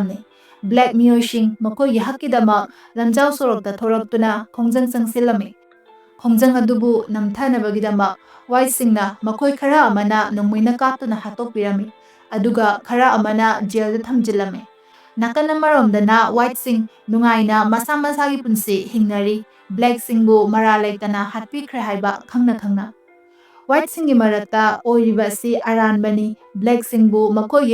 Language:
Manipuri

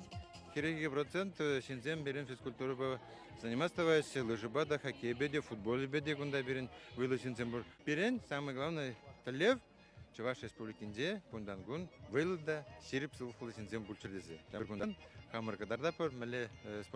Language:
Chuvash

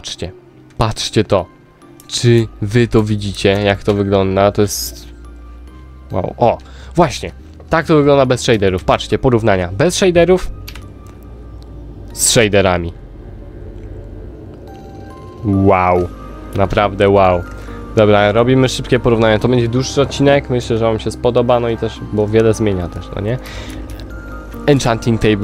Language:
Polish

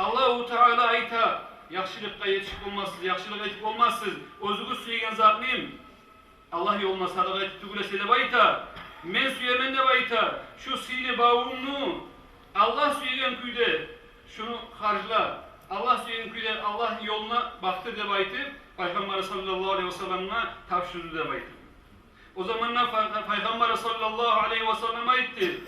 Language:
Kumyk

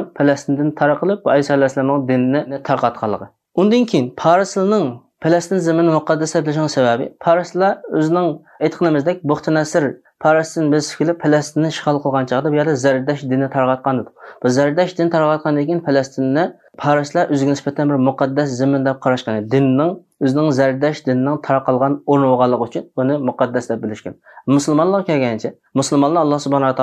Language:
Uyghur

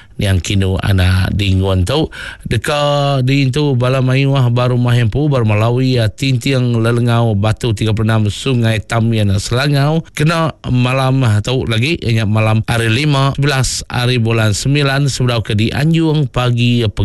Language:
Iban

